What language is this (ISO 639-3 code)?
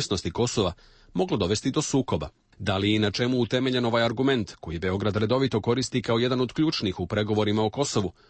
hrv